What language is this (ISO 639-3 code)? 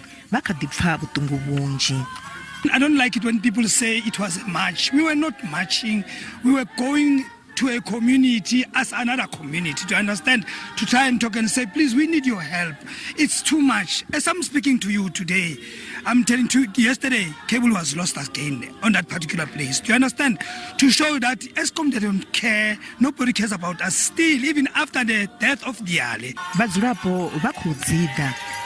ven